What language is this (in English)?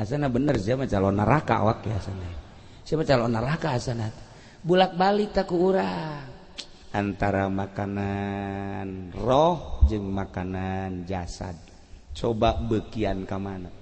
Sundanese